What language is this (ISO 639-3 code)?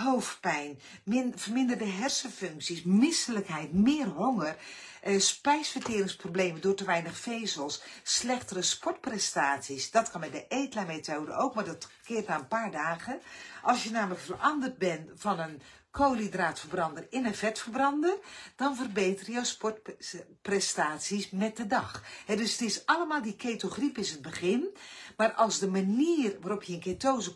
nld